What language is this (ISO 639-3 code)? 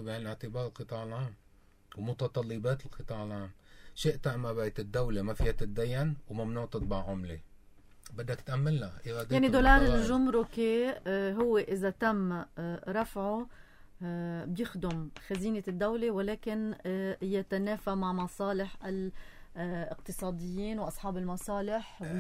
apc